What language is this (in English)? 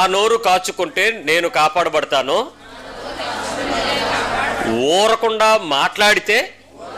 Telugu